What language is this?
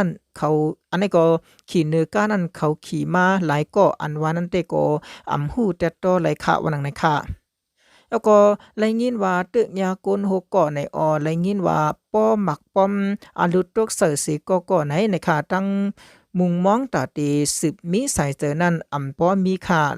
Shan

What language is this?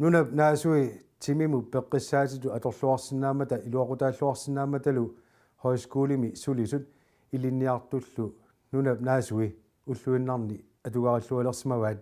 Kalaallisut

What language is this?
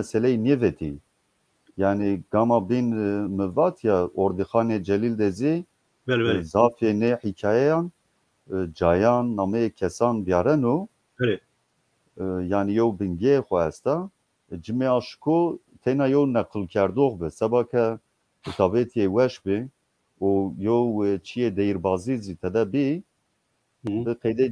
Zaza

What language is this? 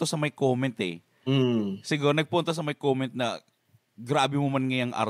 Bikol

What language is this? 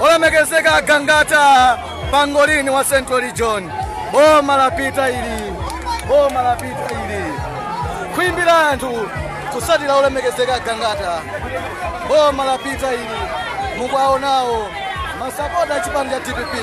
Nyanja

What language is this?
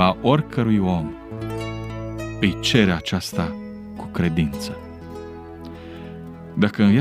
Romanian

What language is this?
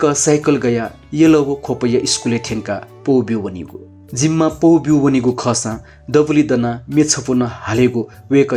Newari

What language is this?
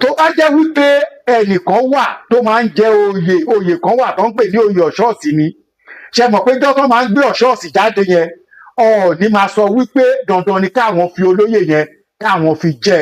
Yoruba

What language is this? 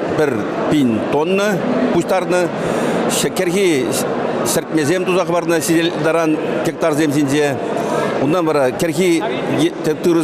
Chuvash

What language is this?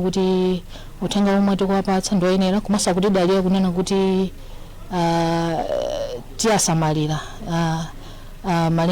Nyanja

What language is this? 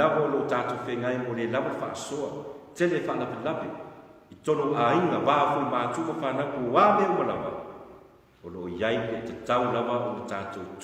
Samoan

